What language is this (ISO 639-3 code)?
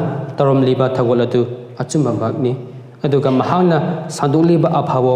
mni